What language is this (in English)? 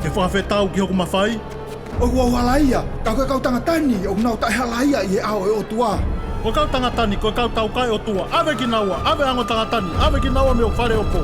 Tongan